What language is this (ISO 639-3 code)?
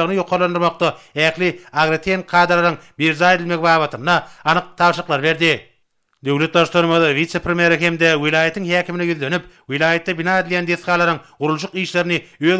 tuk